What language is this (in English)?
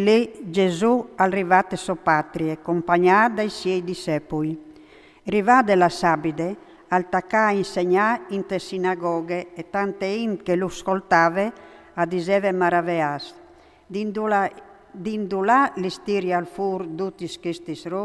Friulian